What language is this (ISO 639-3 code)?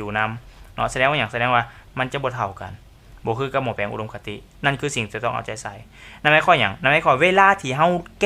lao